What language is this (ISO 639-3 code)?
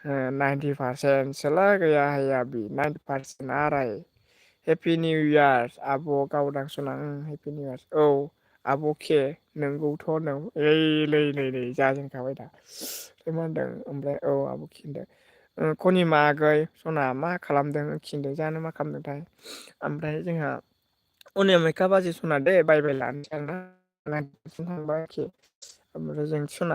brx